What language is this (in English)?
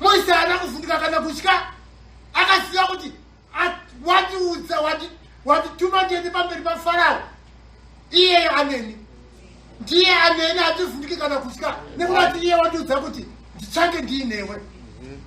Shona